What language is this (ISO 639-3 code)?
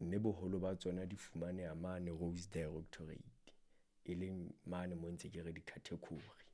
sot